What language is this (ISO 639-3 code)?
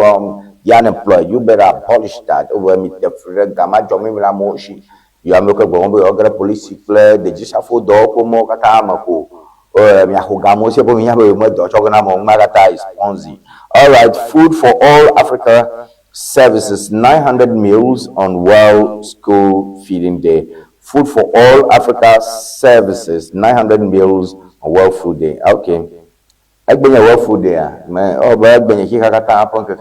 ewe